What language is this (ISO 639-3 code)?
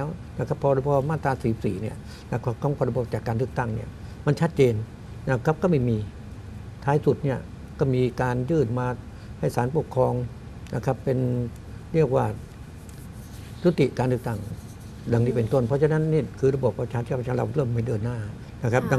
tha